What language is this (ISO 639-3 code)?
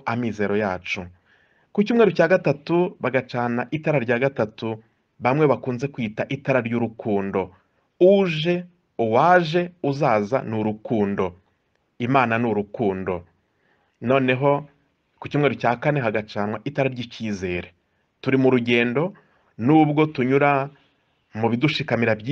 kin